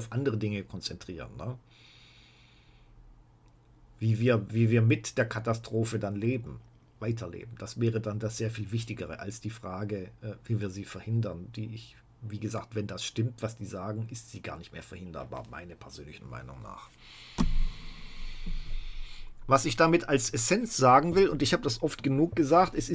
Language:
German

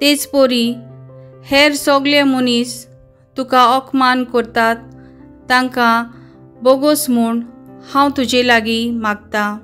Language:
Konkani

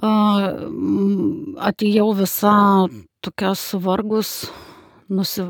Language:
Lithuanian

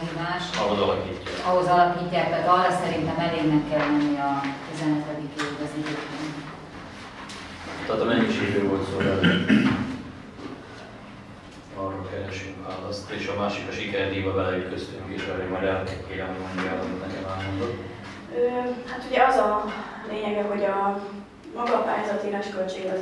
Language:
Hungarian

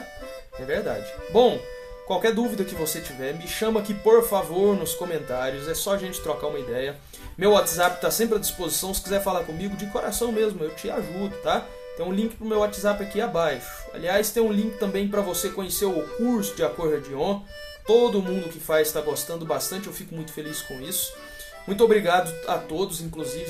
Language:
Portuguese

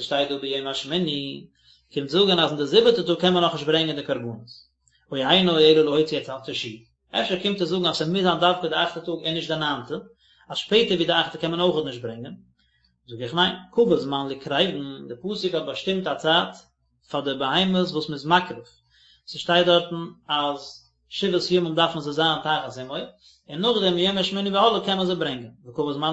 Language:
Yiddish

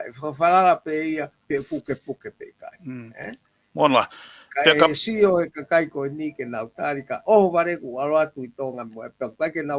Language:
Tongan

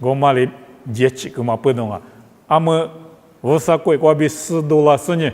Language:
Lisu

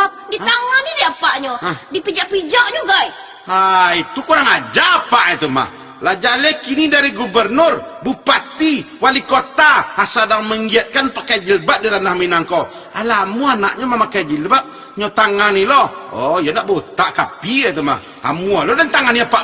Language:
Minangkabau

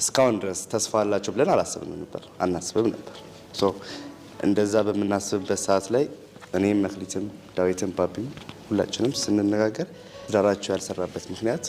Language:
Amharic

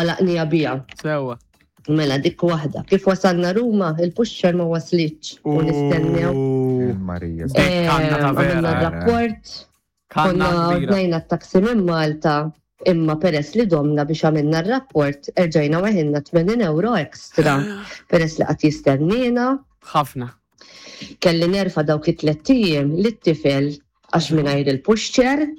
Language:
Maltese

